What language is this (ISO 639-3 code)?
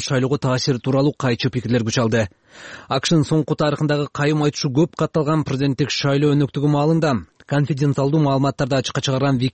kir